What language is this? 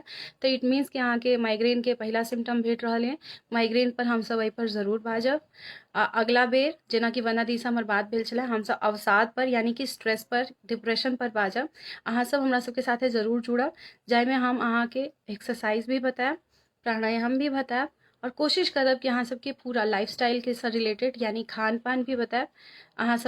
Maithili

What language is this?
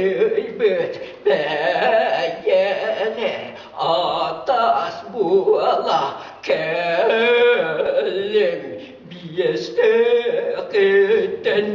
Yakut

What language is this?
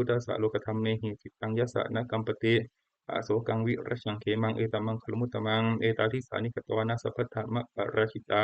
Pali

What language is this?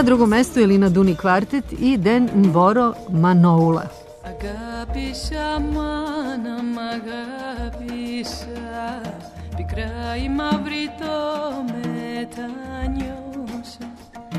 Serbian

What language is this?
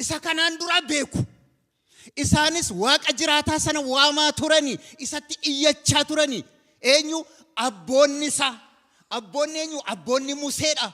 Oromo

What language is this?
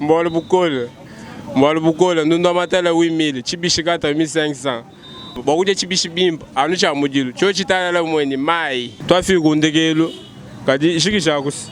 Luba-Lulua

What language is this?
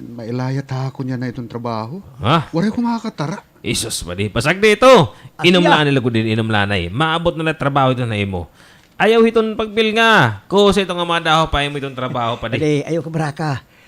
Waray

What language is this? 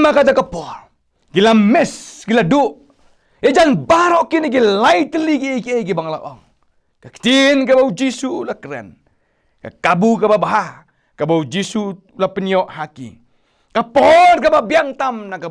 Khasi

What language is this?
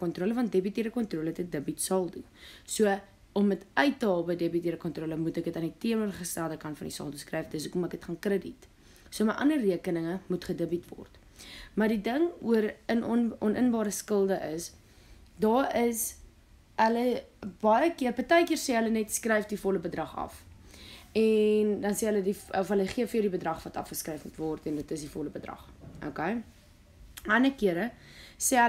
Afrikaans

